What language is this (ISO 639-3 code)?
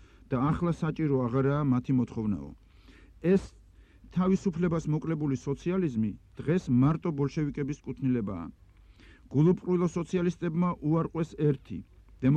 kat